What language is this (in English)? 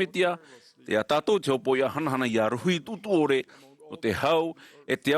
Tahitian